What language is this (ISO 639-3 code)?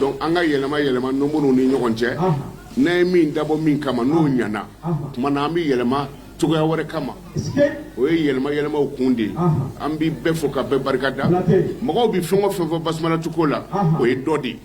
bam